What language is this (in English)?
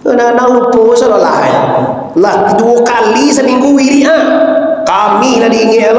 Minangkabau